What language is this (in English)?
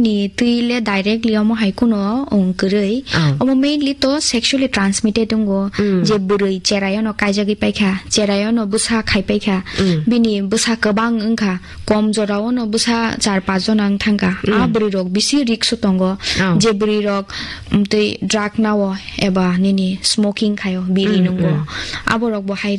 Kok Borok